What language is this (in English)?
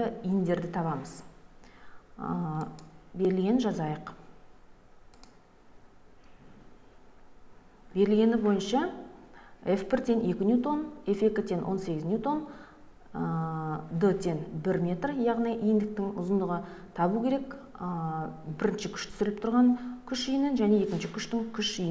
Kazakh